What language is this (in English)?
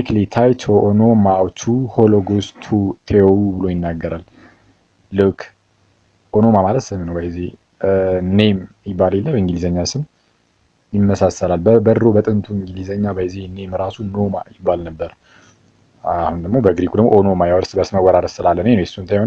Amharic